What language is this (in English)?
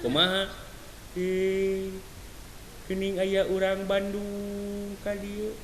Sundanese